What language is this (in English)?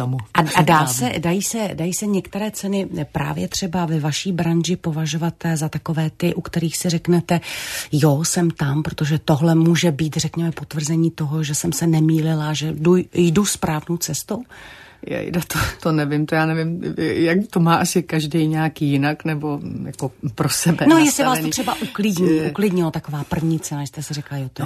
Czech